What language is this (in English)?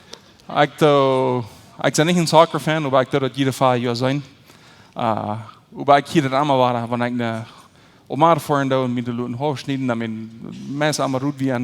Plautdietsch